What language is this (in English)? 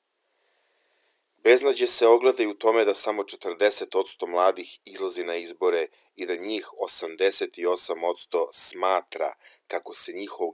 Serbian